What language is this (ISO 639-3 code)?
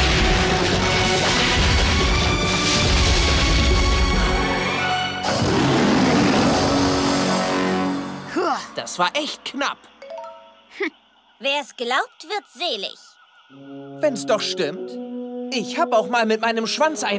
deu